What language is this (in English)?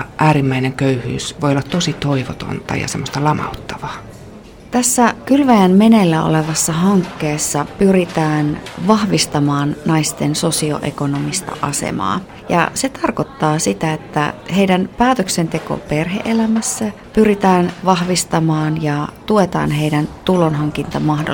Finnish